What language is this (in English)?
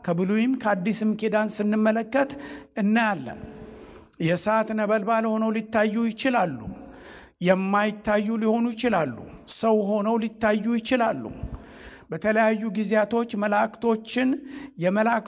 Amharic